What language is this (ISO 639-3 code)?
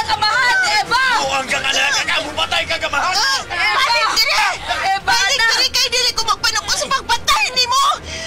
ceb